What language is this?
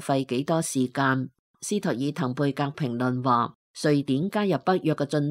Cantonese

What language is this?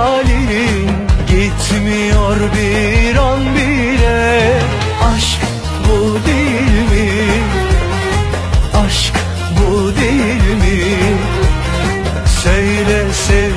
Turkish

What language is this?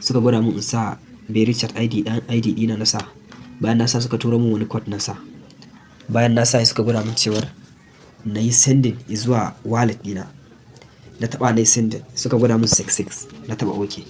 Hausa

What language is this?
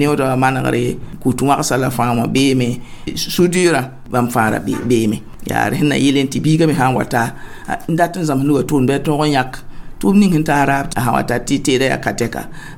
Mossi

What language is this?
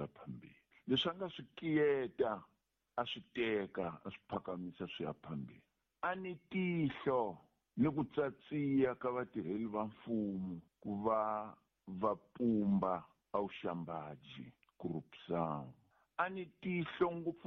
Tsonga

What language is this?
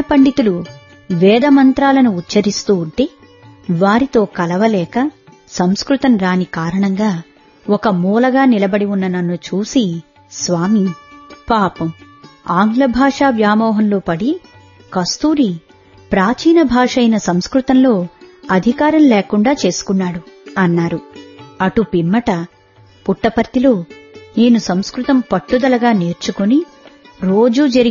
Telugu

